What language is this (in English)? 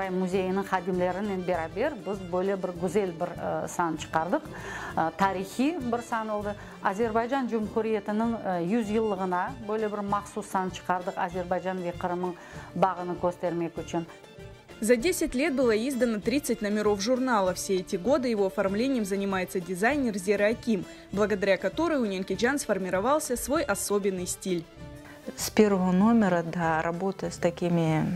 Crimean Tatar